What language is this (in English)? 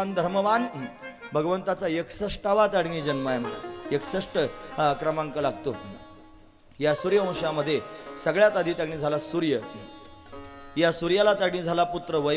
Marathi